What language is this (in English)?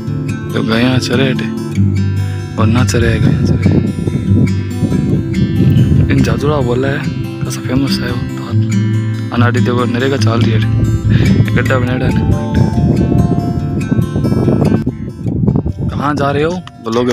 Hindi